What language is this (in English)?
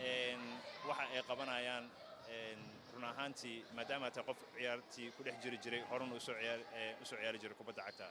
Somali